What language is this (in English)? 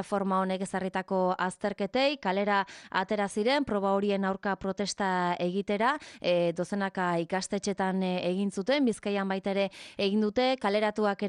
Basque